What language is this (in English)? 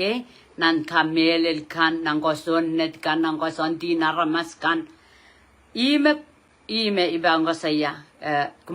Pohnpeian